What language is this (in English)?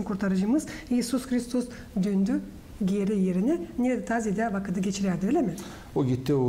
Gagauz